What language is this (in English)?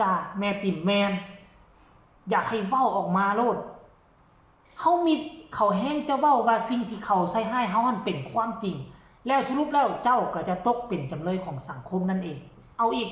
Lao